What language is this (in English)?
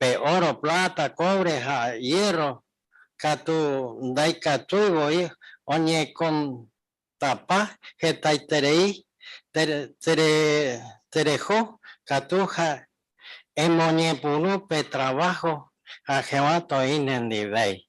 Guarani